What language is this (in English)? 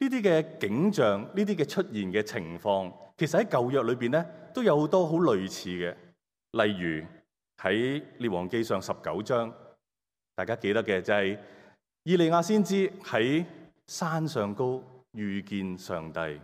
Cantonese